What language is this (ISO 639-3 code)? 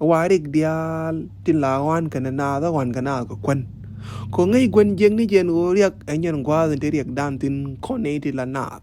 nus